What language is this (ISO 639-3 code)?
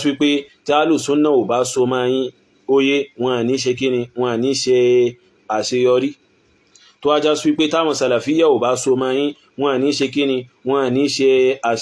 yor